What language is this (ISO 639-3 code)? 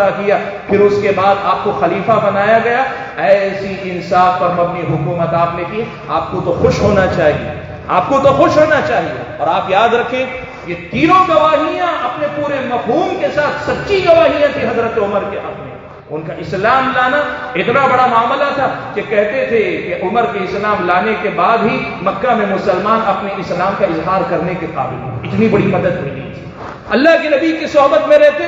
urd